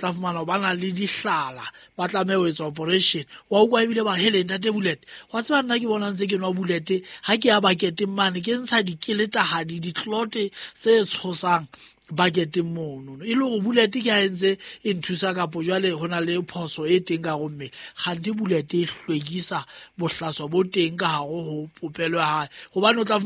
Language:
Southern Sotho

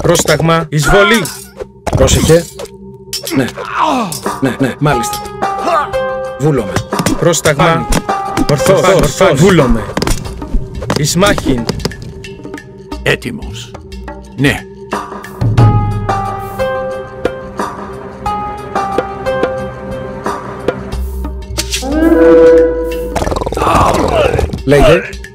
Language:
Greek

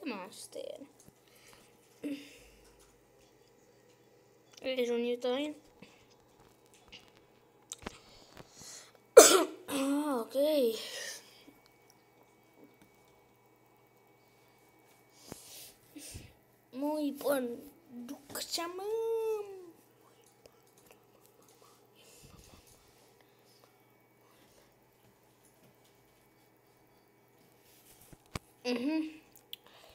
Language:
Finnish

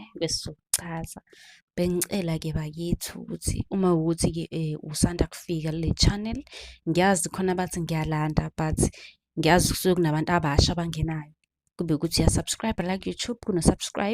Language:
Zulu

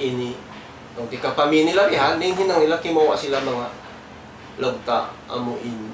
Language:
Tausug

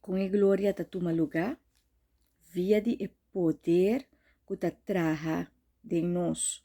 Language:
Papiamento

